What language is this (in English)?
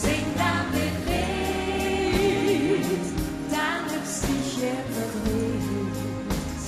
Limburgish